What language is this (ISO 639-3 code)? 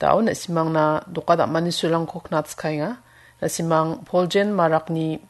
grt